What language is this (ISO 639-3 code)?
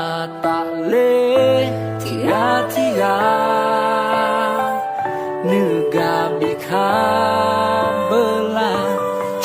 ahk